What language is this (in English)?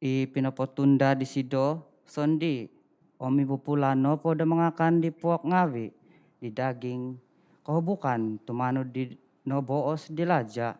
Central Dusun